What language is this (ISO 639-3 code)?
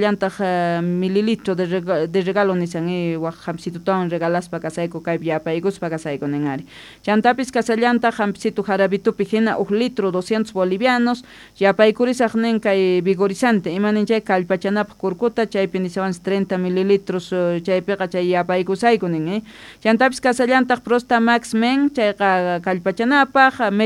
que